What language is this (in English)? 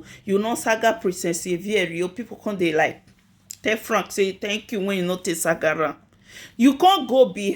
Nigerian Pidgin